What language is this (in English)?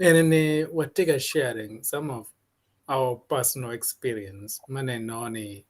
Acoli